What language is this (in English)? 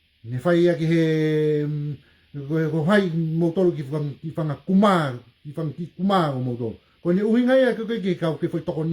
Tongan